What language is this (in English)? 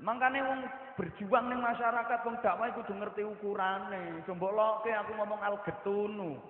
Javanese